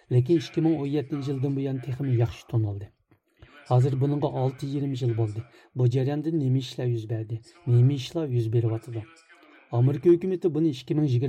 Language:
Uyghur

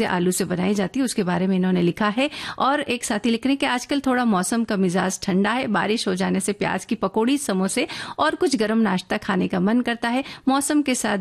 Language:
Hindi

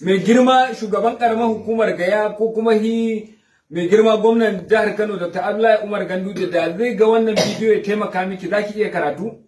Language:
Hausa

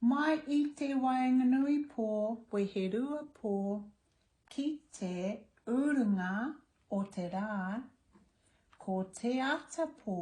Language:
Māori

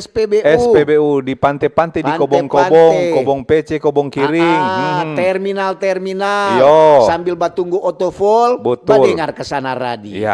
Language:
Manado Malay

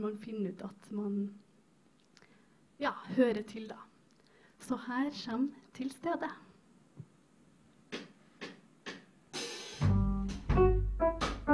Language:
Norwegian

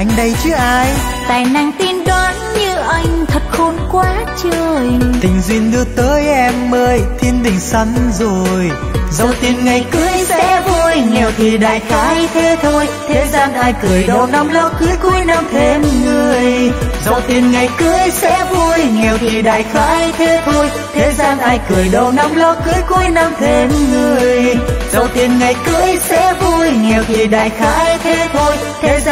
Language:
Vietnamese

